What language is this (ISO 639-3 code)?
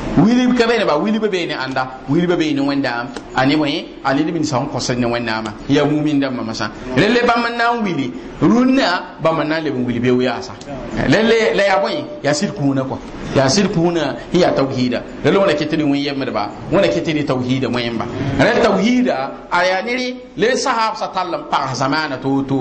mos